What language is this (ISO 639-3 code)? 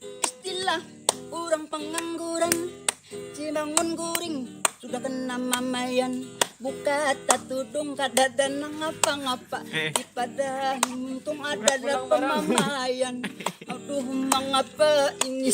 bjn